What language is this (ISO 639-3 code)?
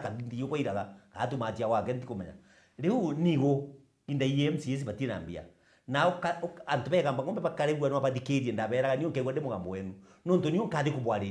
mer